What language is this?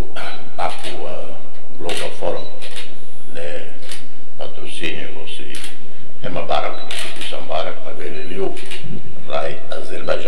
Tetum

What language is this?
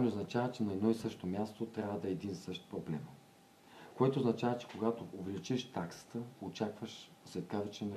Bulgarian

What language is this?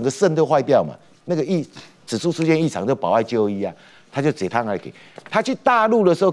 Chinese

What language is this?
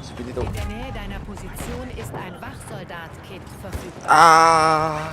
Swiss German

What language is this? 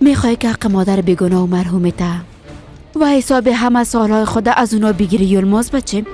Persian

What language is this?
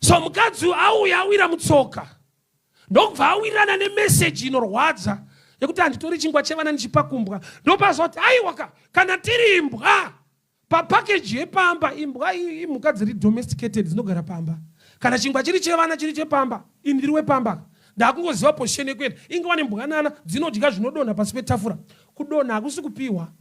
Shona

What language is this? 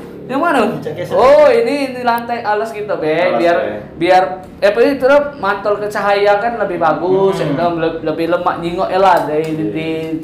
Musi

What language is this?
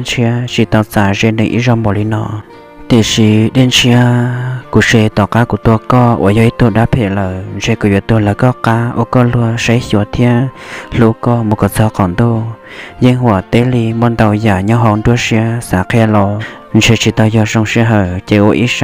Hmong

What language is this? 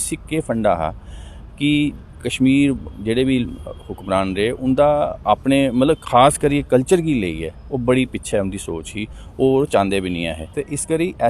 Dogri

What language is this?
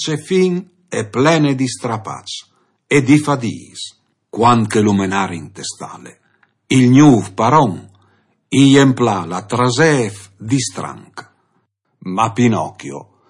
Friulian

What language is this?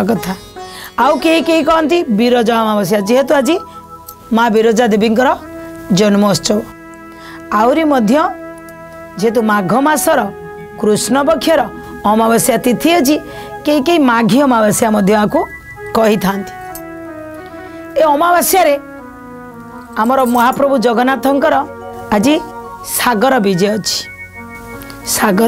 Odia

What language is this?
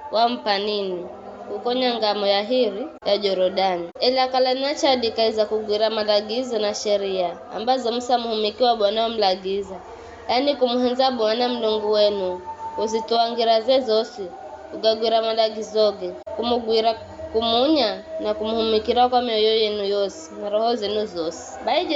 Giryama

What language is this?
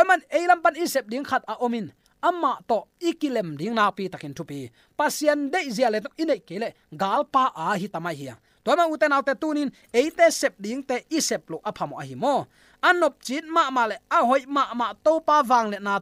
Tedim Chin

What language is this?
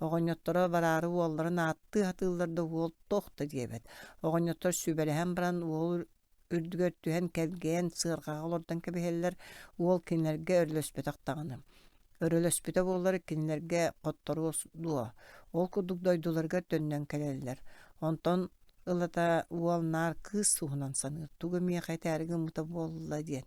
Yakut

